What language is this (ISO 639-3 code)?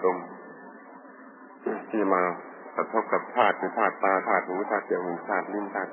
tha